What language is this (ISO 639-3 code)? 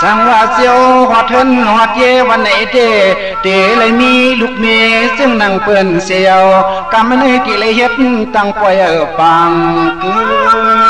shn